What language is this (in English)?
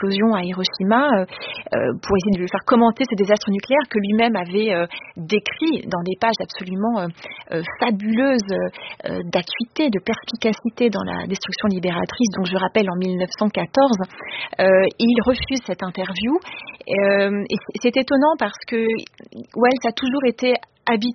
French